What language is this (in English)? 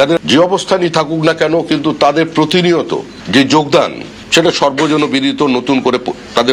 Bangla